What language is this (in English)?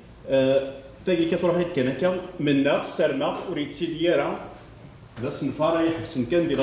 Kabyle